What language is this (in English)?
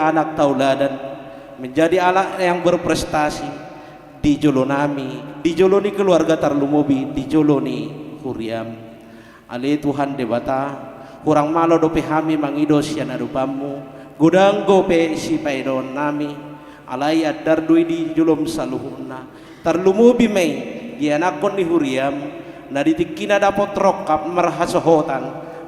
Batak Toba